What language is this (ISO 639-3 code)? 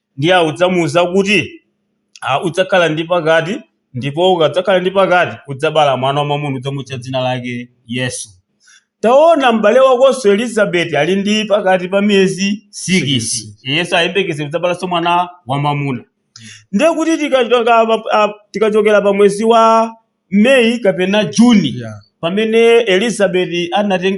nya